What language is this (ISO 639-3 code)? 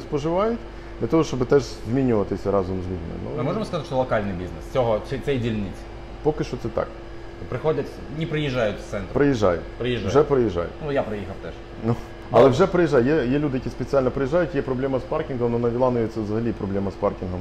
ukr